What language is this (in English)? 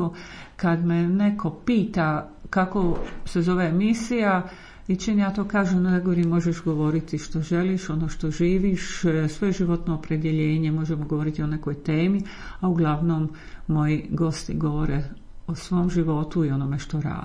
Croatian